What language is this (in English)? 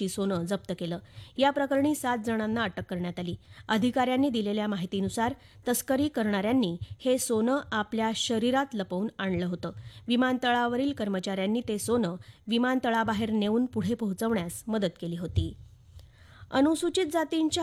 Marathi